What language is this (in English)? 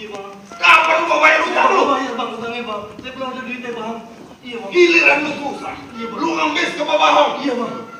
Betawi